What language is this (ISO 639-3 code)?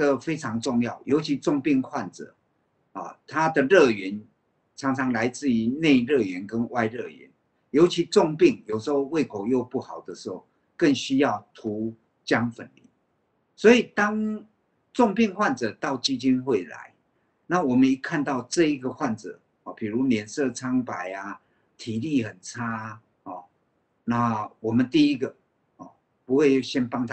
zho